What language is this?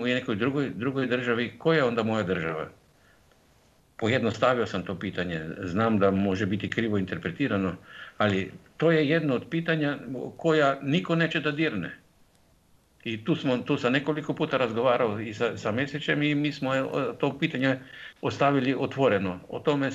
Croatian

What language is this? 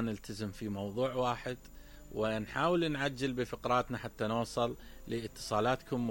Mesopotamian Arabic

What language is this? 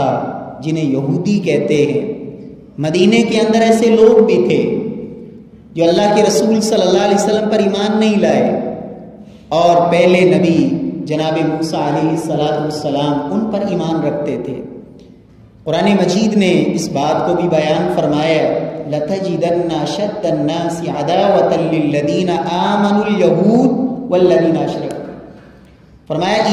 Urdu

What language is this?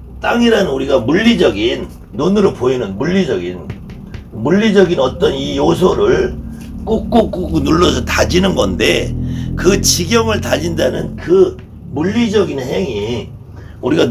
Korean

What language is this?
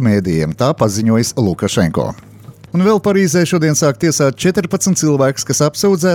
Latvian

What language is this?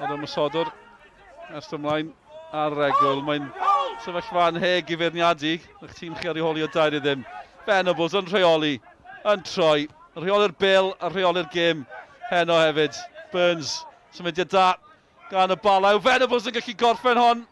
Welsh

